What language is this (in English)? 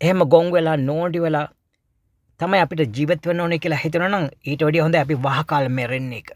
Sinhala